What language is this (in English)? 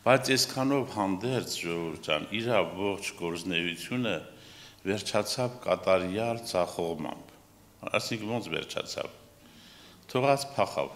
Armenian